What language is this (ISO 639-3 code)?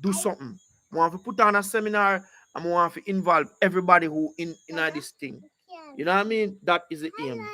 jam